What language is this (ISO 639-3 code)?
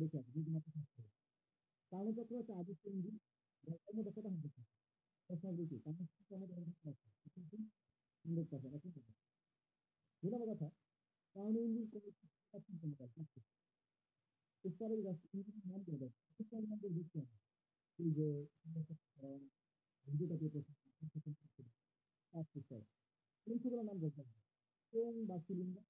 ben